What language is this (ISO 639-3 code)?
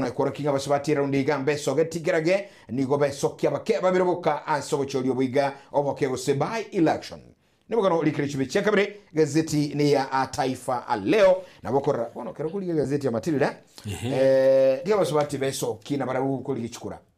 guz